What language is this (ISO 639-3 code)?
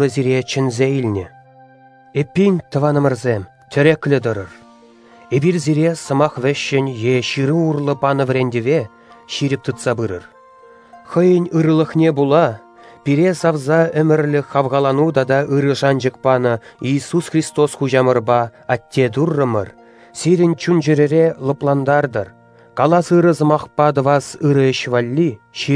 chv